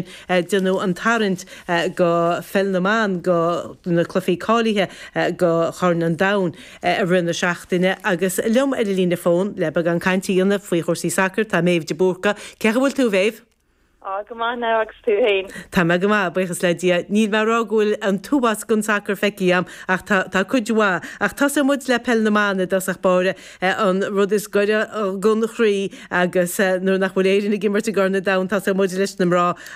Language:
Irish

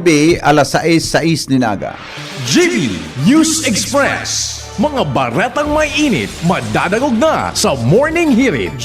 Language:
Bikol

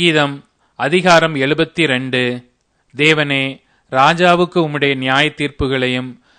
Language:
Tamil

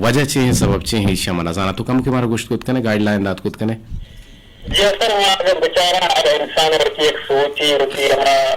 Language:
Eastern Balochi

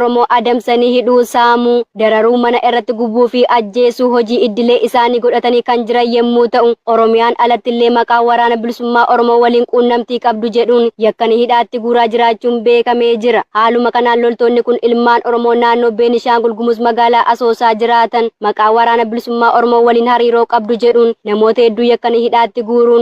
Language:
Oromo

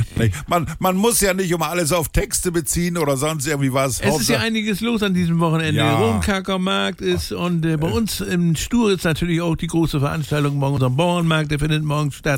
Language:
German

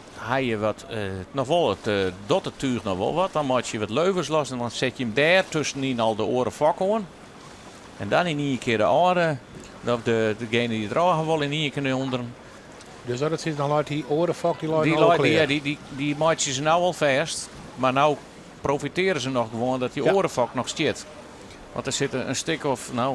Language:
Western Frisian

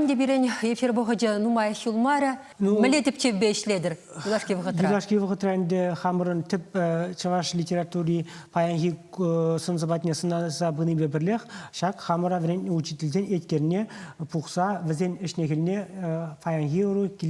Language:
Chuvash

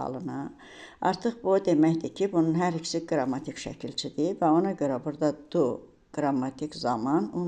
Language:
Azerbaijani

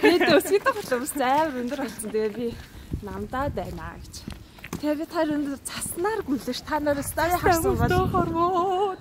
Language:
Mongolian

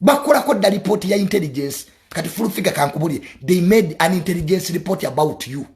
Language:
Ganda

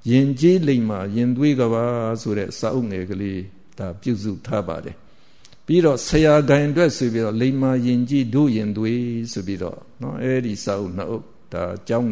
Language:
Burmese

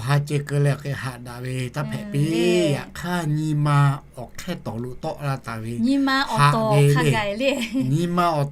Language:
Lahu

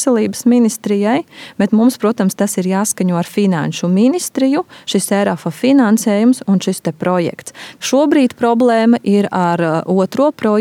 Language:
Latvian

